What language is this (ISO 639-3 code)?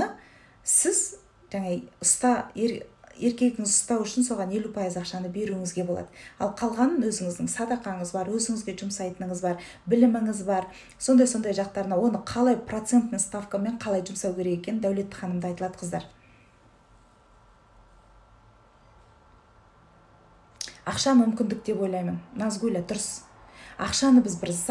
kaz